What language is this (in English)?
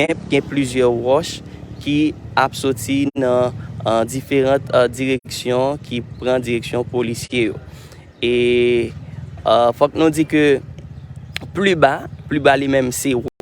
Haitian Creole